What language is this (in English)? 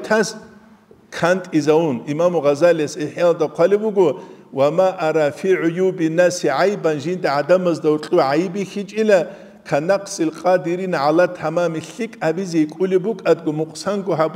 Avaric